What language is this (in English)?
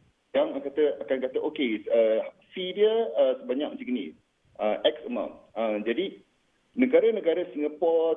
Malay